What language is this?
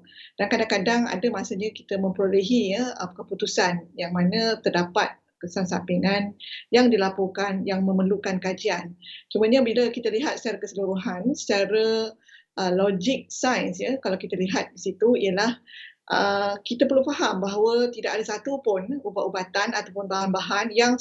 Malay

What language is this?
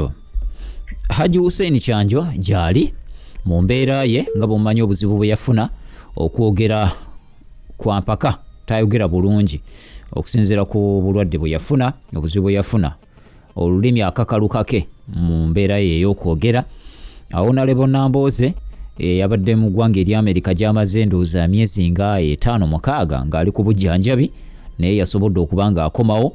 Ganda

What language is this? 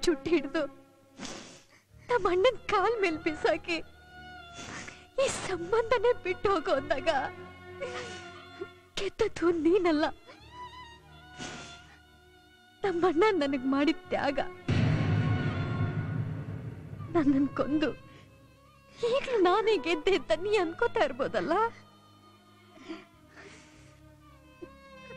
Kannada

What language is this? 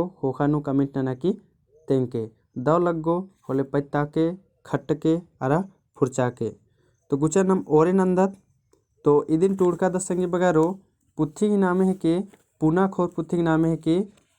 Kurukh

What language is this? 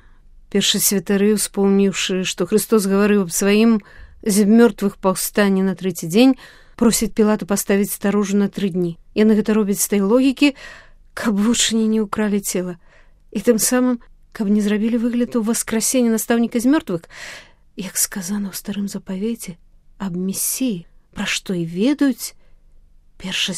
Belarusian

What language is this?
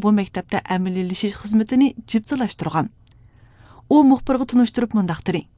Uyghur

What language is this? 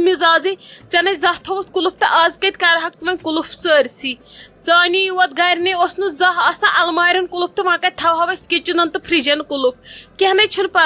Kashmiri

